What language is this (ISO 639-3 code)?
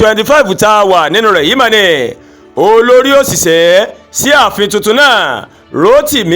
yor